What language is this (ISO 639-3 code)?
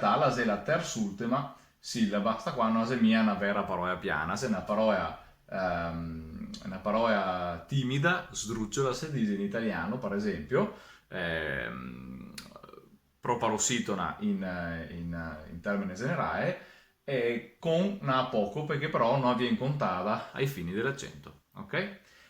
vec